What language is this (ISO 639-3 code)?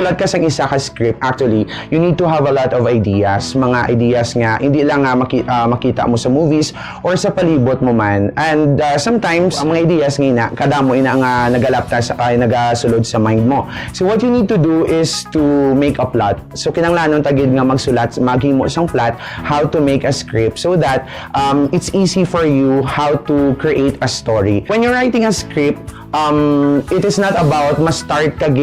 hil